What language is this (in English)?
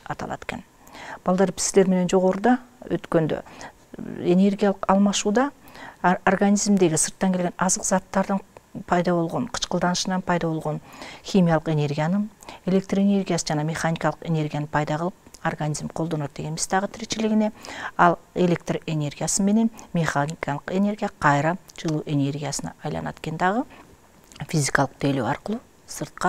Kyrgyz